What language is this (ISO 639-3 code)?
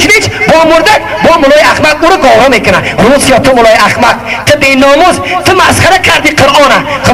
tgk